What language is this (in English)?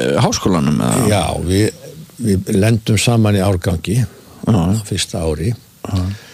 Icelandic